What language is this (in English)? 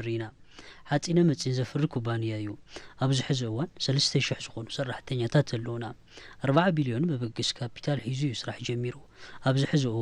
Tigrinya